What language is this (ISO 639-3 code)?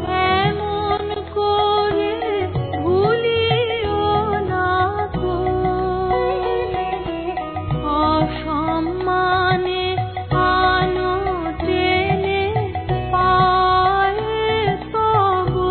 ben